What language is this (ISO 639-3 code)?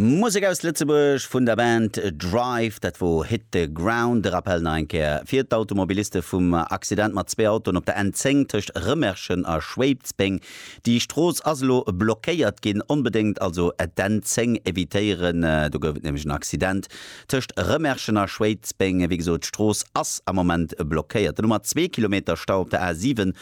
ltz